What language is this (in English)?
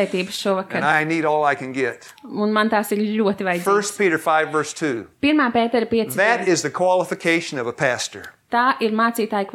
Latvian